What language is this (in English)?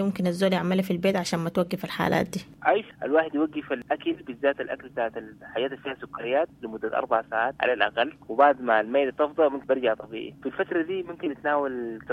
Sudanese Arabic